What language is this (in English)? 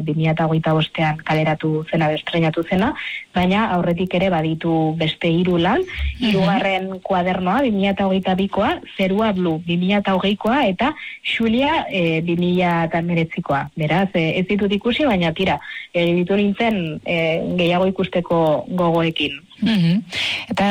Basque